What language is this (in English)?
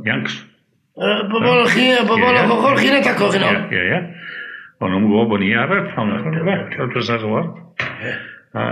Welsh